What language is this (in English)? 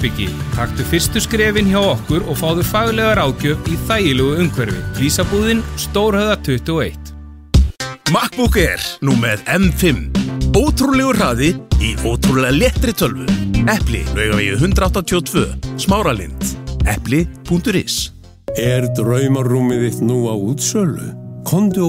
Icelandic